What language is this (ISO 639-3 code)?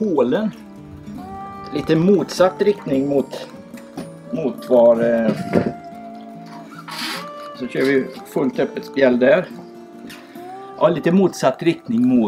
swe